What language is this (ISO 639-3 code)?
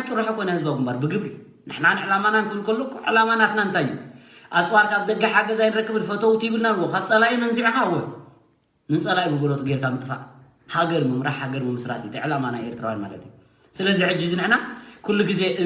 tir